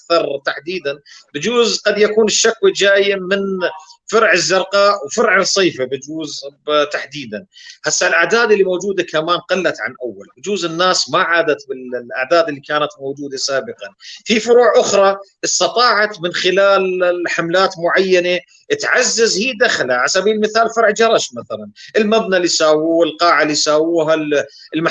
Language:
North Levantine Arabic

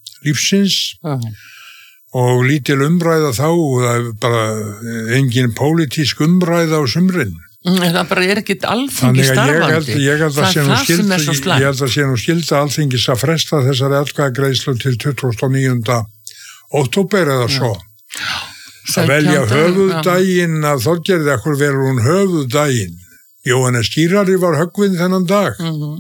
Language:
Icelandic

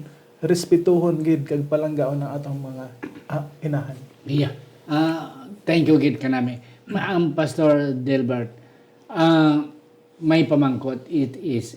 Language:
Hiligaynon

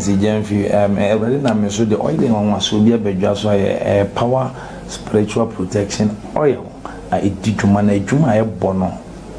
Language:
Akan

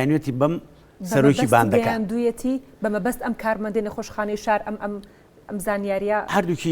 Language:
Central Kurdish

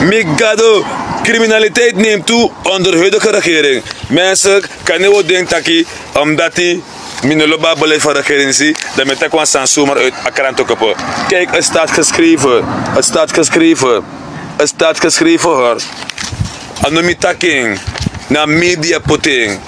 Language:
Sranan Tongo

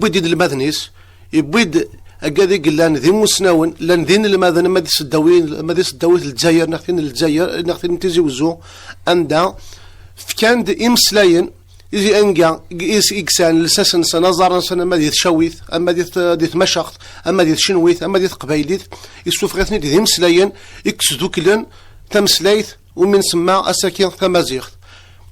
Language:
Kabyle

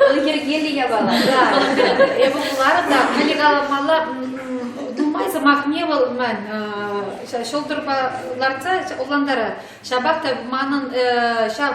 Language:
Chuvash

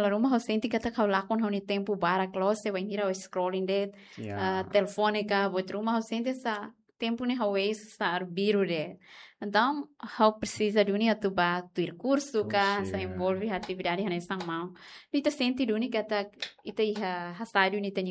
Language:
Tetum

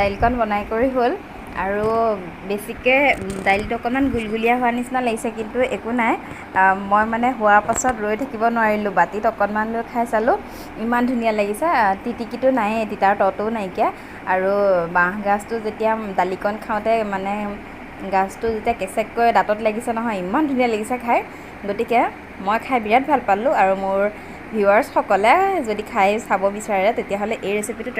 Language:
Assamese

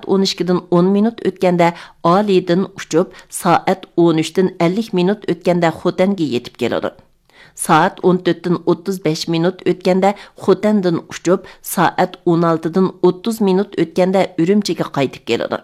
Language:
Uyghur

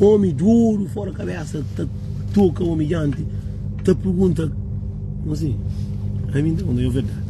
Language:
Kabuverdianu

